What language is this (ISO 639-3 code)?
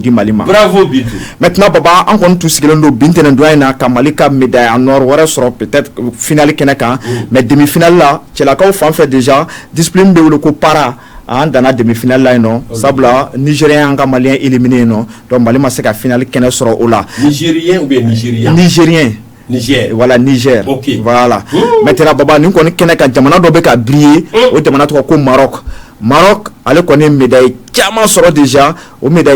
bam